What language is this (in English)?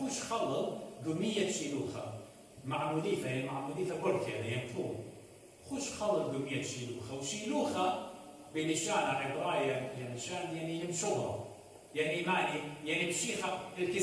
Assyrian Neo-Aramaic